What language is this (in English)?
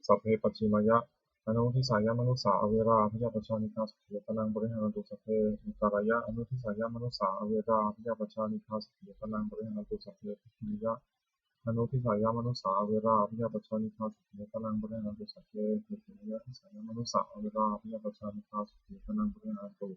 Pali